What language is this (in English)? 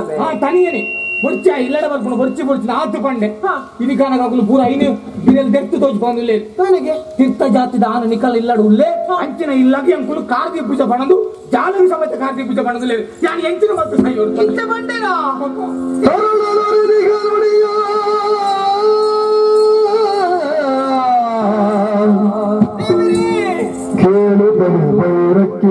Tulu